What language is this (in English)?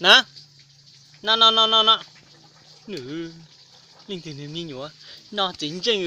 Hmong